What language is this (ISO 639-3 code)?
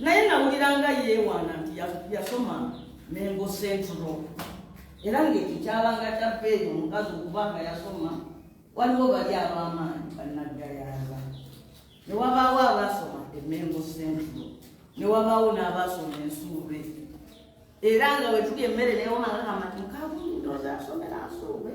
lug